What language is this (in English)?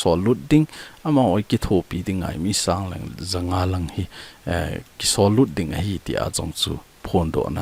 Thado Chin